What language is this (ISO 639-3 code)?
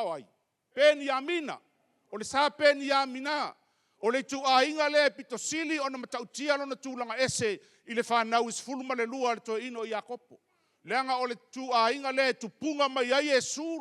smo